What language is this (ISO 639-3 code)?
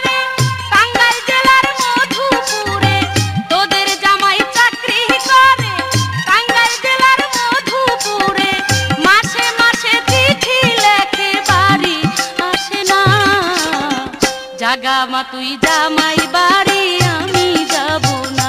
ben